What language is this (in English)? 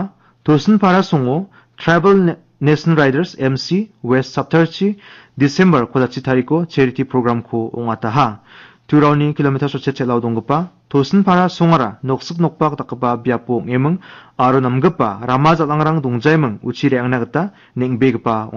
Garo